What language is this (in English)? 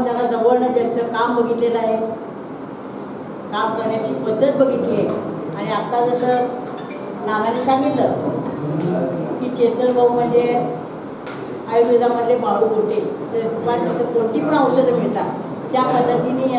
Marathi